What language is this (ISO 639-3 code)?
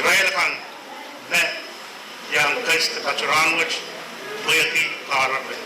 pon